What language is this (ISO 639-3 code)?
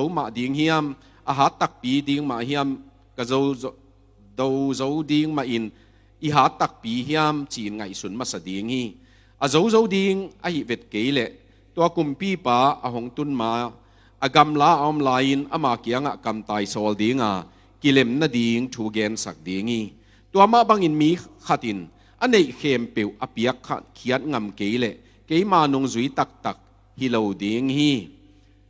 ctd